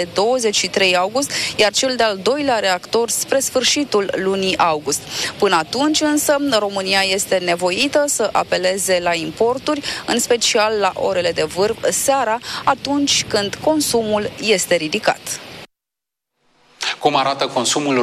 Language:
Romanian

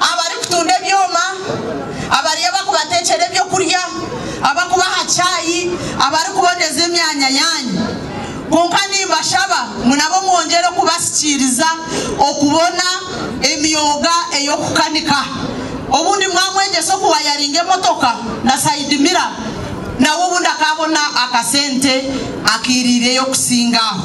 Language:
Nyankole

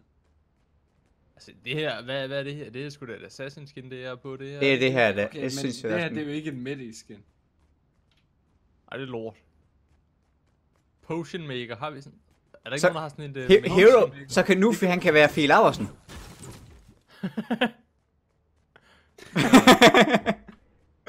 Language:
Danish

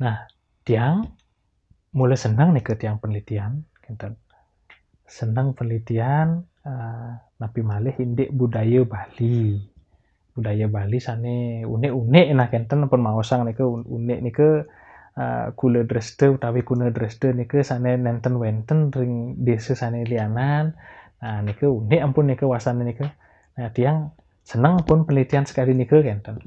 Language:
Balinese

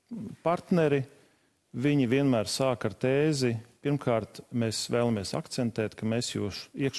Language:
Latvian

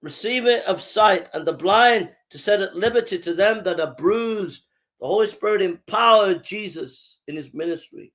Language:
English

